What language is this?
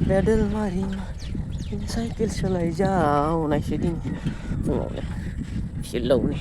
Bodo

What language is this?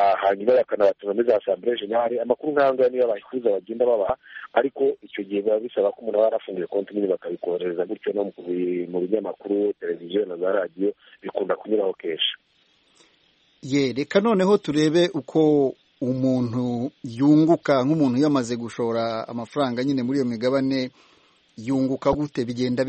Kinyarwanda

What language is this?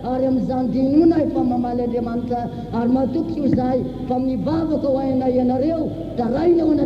Malagasy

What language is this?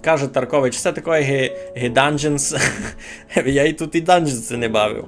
Rusyn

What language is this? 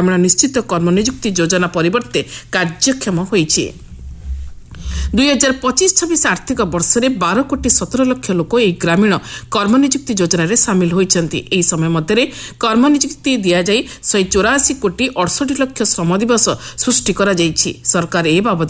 Odia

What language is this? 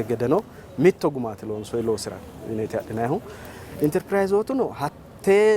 Sidamo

